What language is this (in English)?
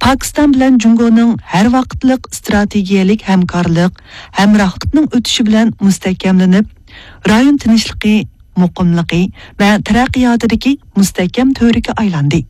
Uyghur